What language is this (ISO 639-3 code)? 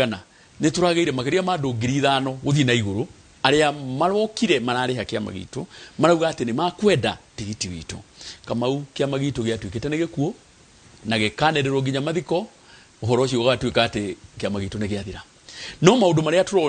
kik